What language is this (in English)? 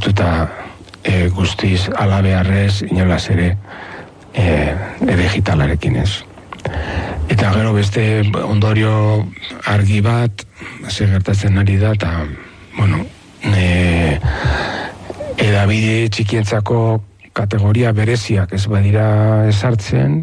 Basque